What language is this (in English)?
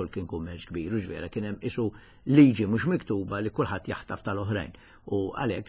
Maltese